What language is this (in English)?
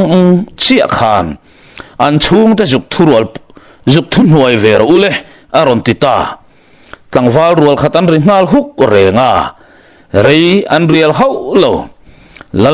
Mizo